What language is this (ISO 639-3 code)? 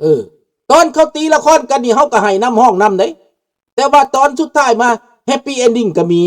lao